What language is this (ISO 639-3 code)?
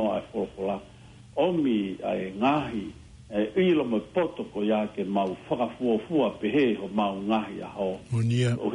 ton